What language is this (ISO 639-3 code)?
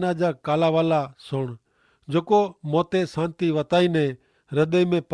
kfr